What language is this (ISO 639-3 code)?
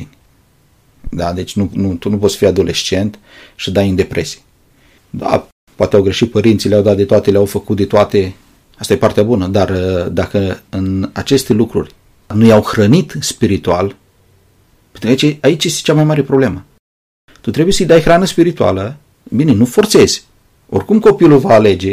ron